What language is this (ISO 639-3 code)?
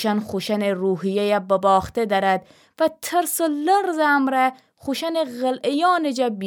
glk